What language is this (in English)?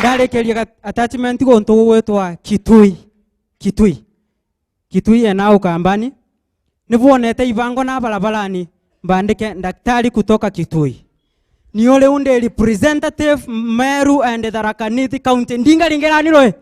Meru